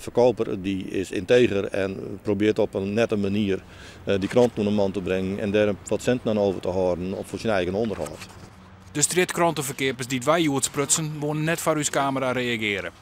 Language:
Western Frisian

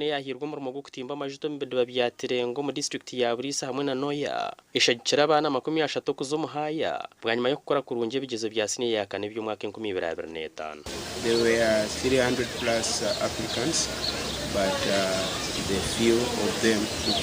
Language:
Nyankole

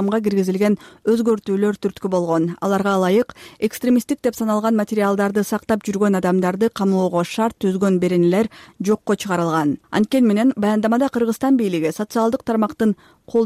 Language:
Kyrgyz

